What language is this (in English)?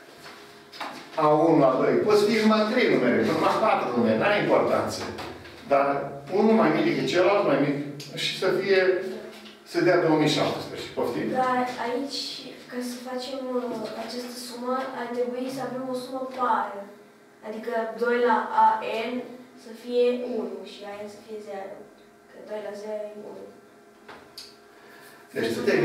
Romanian